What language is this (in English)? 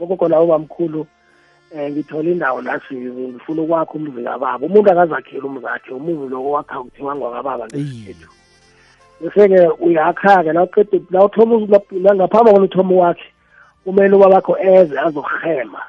South Ndebele